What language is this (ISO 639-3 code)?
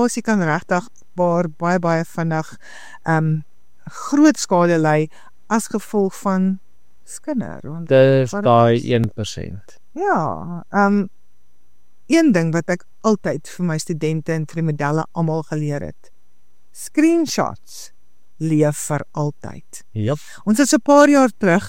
afr